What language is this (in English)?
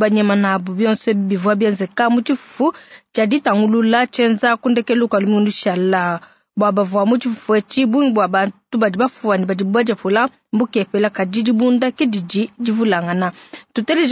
Luba-Lulua